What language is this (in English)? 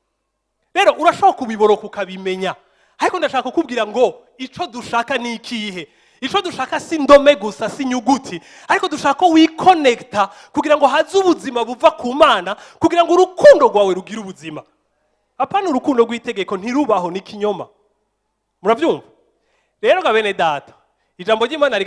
Rundi